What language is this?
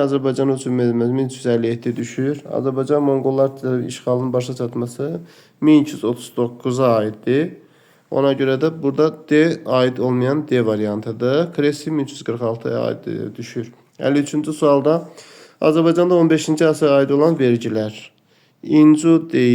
Azerbaijani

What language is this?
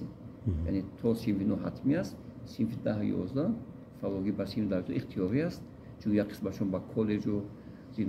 Tajik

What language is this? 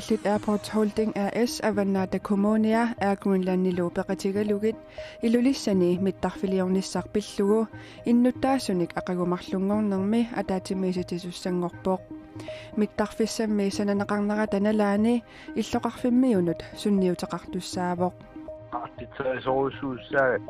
Kalaallisut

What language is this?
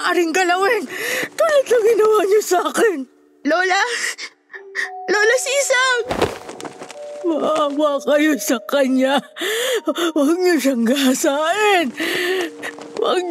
Filipino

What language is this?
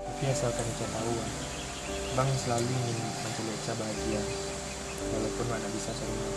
Minangkabau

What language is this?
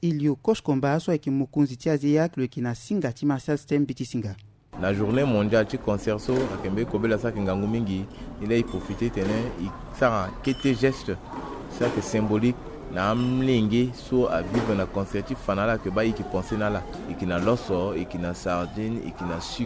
Sango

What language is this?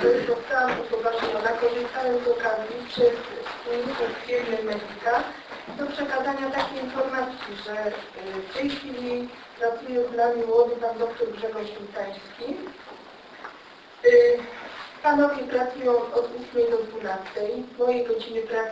Polish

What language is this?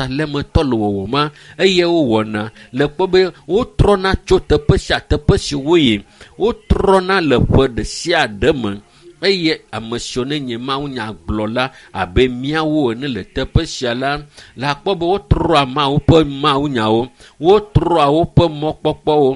Ewe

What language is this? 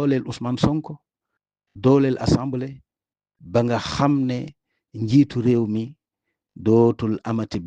Wolof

